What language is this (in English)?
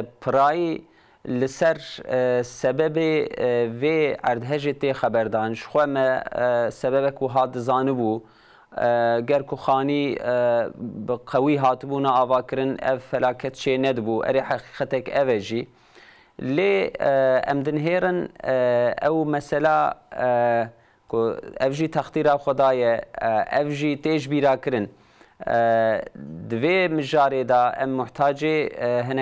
Kurdish